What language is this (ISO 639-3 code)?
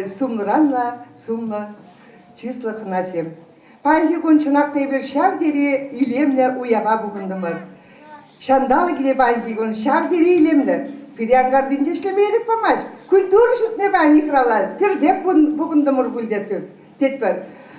chv